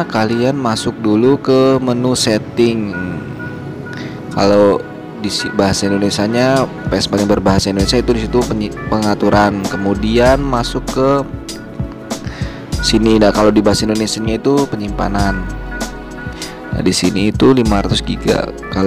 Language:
Indonesian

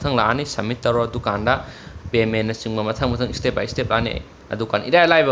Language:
Manipuri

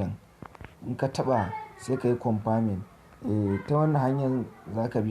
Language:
Hausa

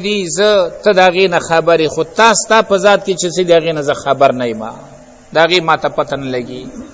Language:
Pashto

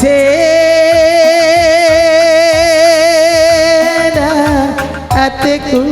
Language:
Batak Karo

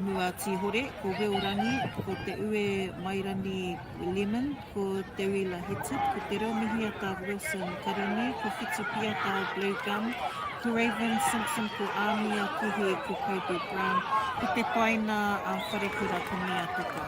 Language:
Māori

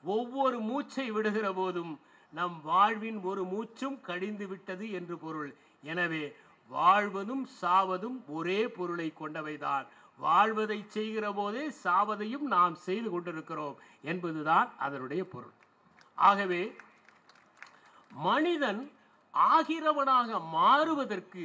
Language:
Tamil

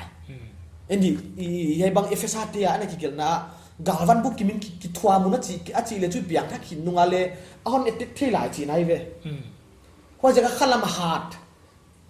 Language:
Paite Chin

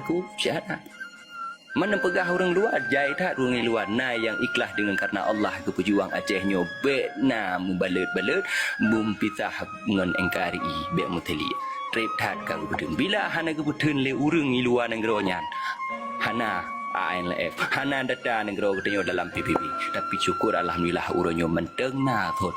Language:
Achinese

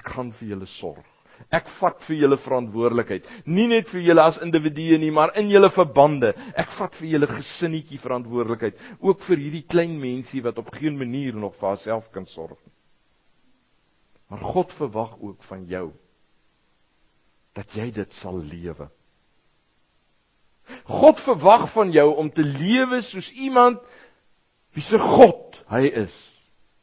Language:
Afrikaans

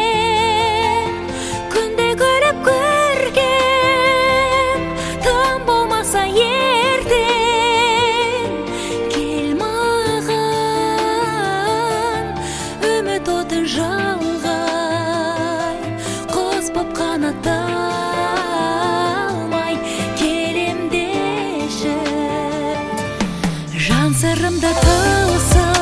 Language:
Kazakh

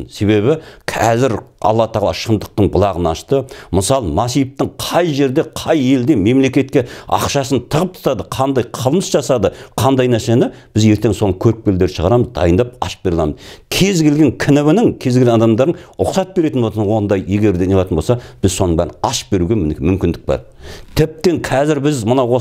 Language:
Kazakh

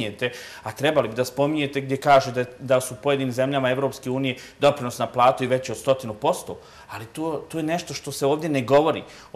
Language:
Bosnian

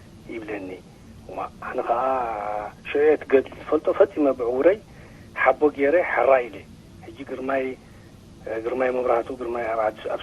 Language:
Tigrinya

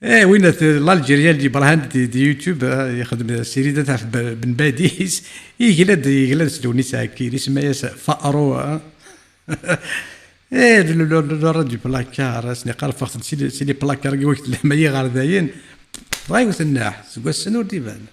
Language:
Kabyle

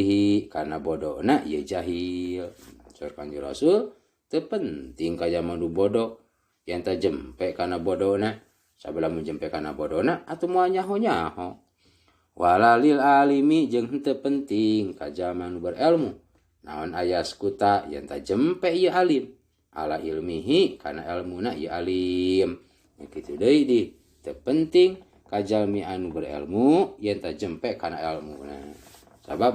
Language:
Sundanese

